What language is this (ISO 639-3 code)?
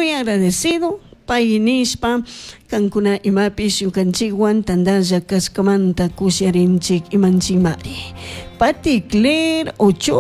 qug